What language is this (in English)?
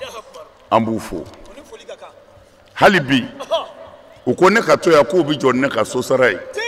Bambara